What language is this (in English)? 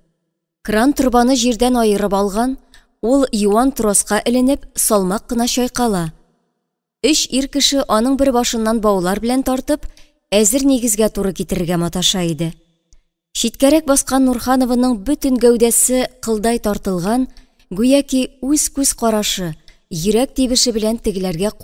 Tatar